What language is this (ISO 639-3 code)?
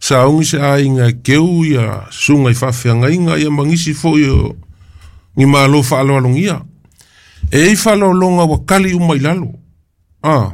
smo